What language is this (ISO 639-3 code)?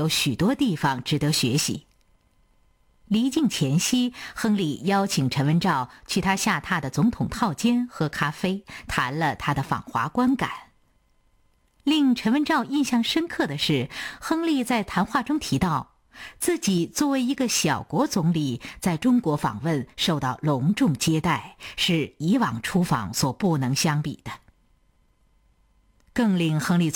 zho